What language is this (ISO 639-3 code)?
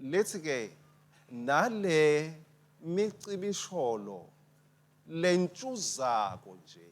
ssw